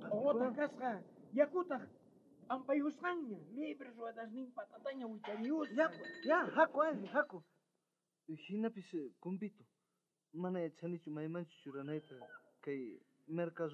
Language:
South Bolivian Quechua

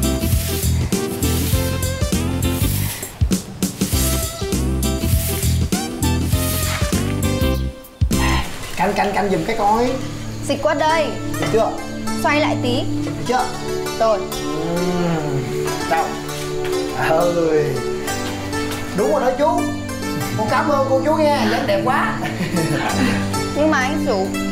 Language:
Vietnamese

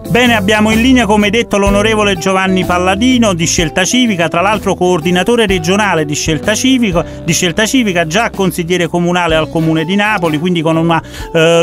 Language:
Italian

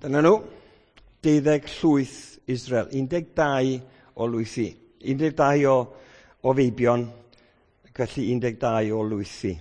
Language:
Welsh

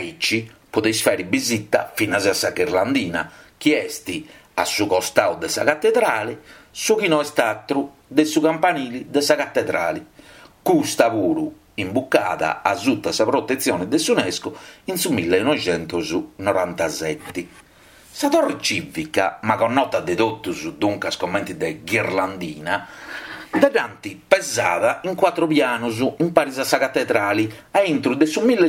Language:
Sardinian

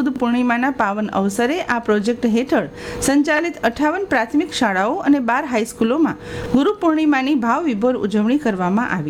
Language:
Gujarati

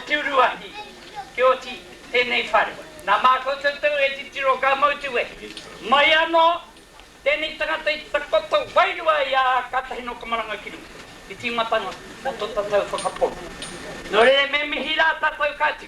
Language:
Māori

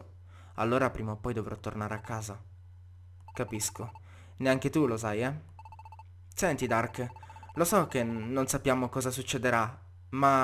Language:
Italian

